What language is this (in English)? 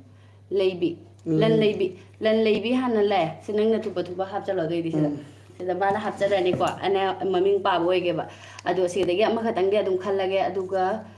Manipuri